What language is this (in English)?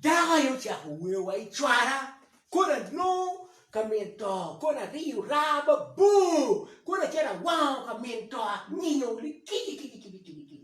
Acoli